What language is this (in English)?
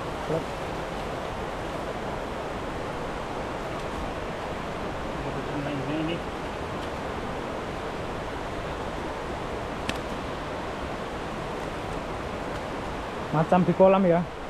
Indonesian